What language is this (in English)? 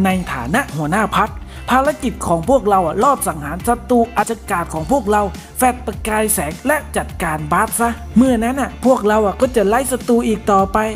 Thai